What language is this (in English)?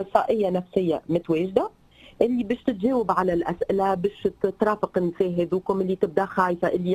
Tunisian Arabic